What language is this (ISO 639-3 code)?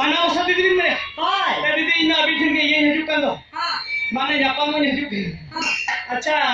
sat